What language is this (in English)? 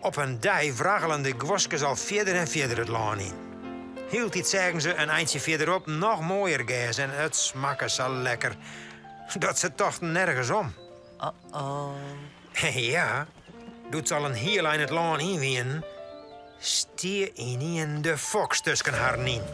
Western Frisian